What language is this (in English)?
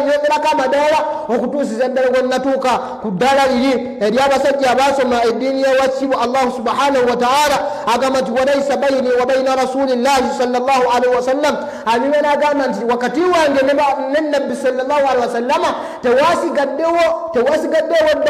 Ganda